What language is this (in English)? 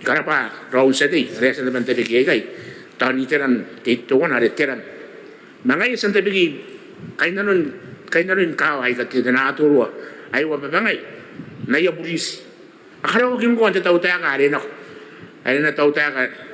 Gilbertese